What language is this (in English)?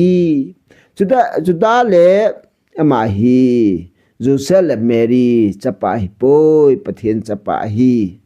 Thado Chin